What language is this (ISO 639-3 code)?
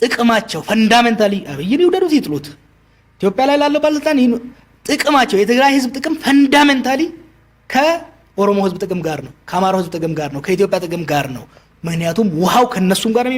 amh